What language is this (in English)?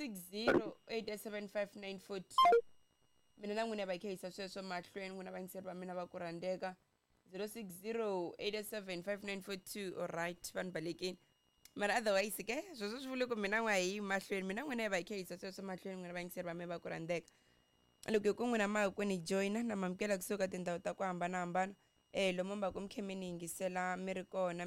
Tsonga